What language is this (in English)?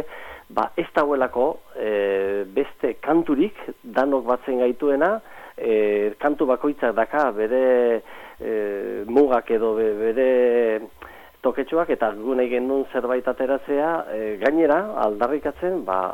Basque